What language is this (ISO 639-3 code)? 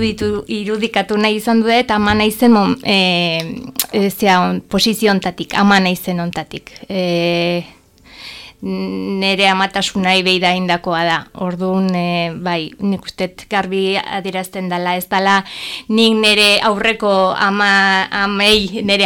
eus